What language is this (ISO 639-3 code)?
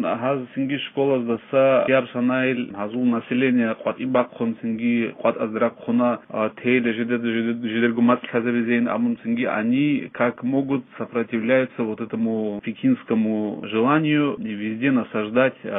ava